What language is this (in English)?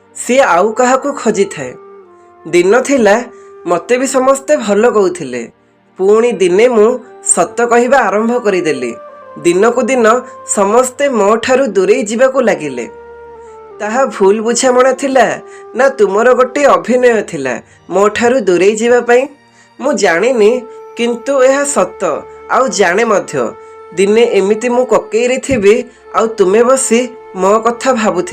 Odia